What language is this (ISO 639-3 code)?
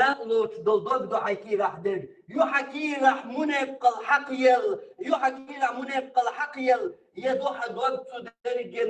che